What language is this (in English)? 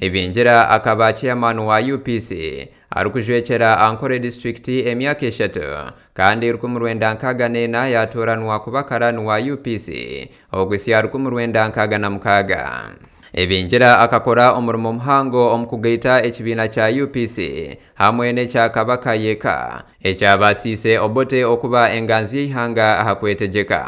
Nyankole